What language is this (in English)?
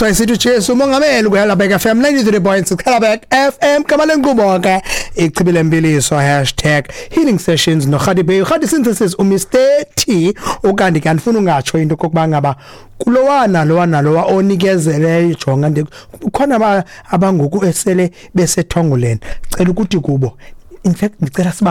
Xhosa